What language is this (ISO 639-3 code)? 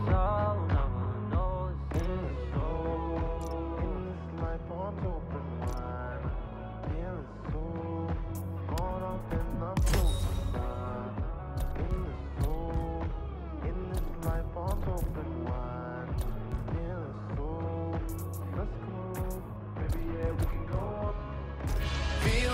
eng